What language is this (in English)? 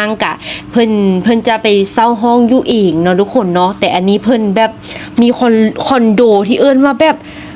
Lao